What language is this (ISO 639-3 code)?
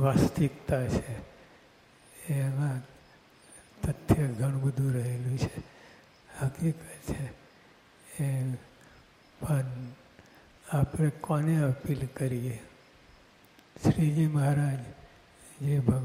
guj